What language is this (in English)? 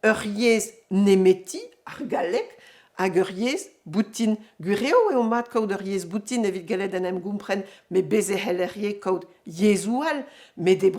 Breton